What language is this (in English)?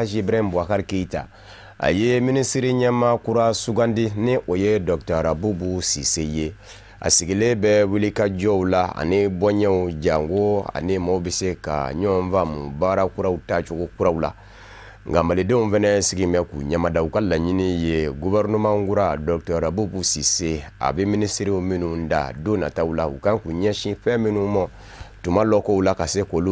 Bambara